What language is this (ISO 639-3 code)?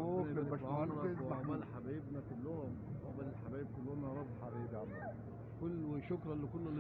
arz